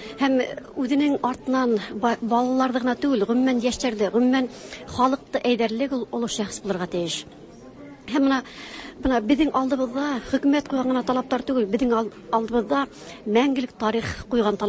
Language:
Tatar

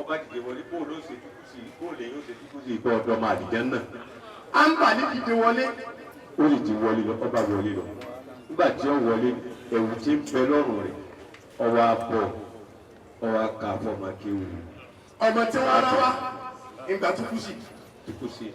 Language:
Yoruba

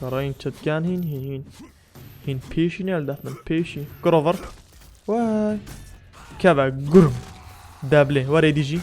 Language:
Kurdish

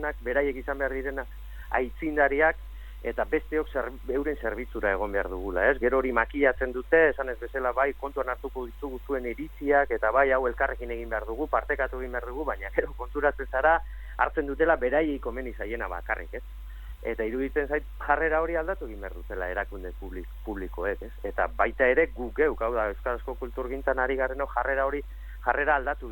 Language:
Basque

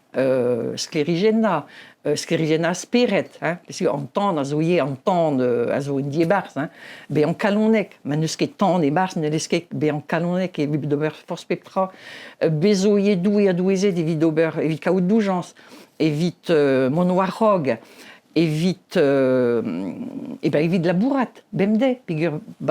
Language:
Breton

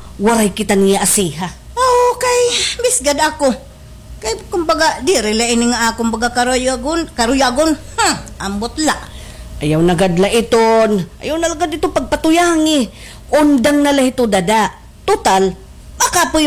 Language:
Waray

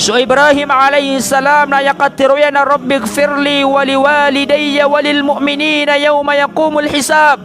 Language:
Maranao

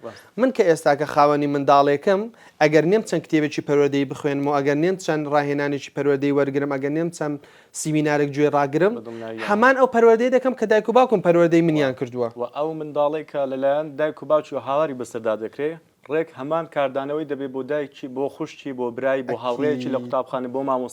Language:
Central Kurdish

